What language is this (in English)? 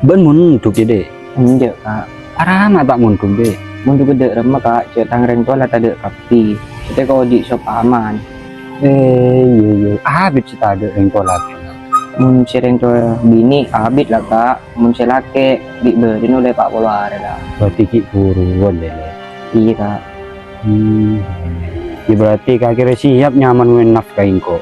Madurese